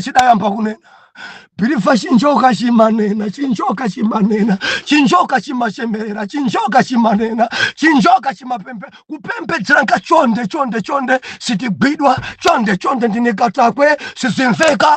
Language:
Nyanja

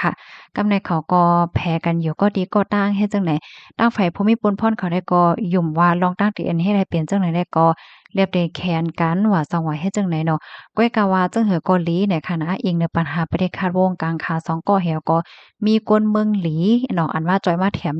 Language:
Shan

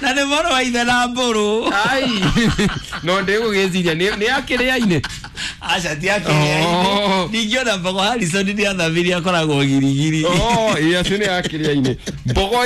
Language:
Kikuyu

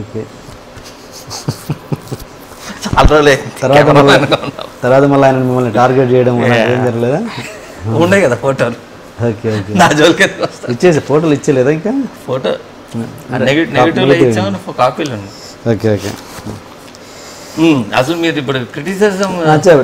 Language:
Telugu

